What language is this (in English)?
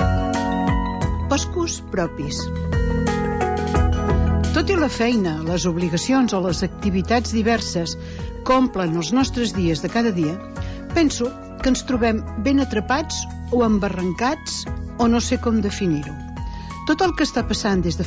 Catalan